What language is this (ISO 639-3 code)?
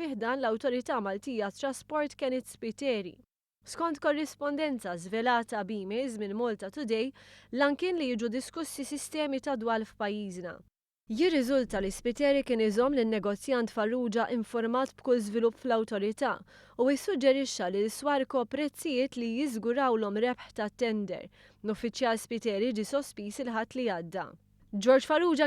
mlt